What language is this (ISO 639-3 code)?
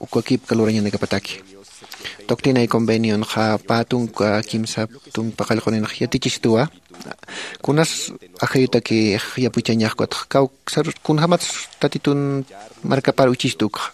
aym